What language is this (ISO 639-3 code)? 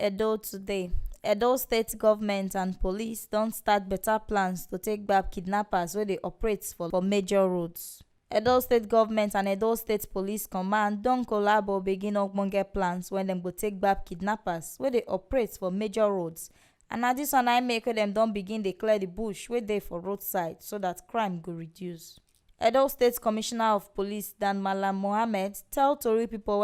pcm